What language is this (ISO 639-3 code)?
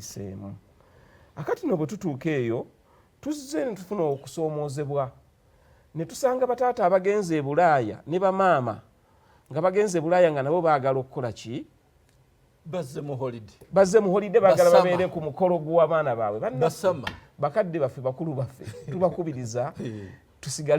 lug